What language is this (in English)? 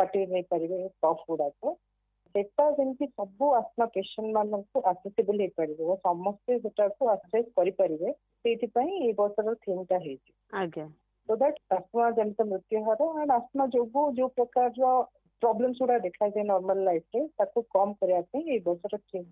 Odia